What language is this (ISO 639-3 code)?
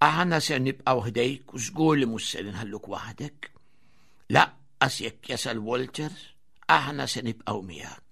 mlt